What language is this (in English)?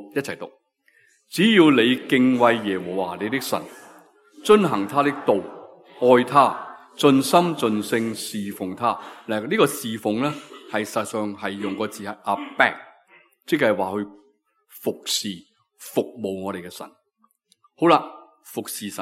Cantonese